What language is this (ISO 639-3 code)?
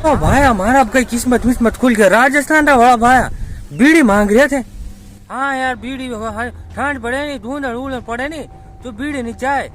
raj